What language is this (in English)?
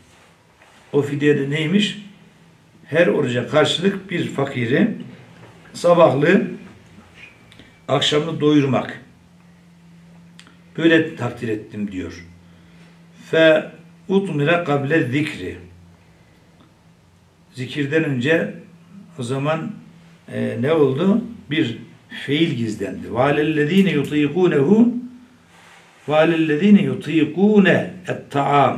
Turkish